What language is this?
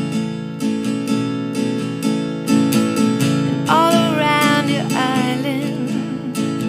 English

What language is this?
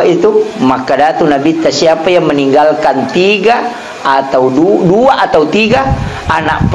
Buginese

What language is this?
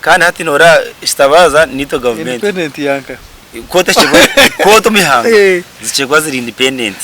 Nyankole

